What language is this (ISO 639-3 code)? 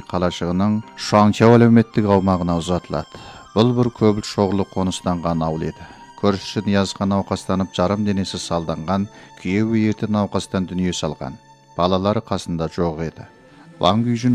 kaz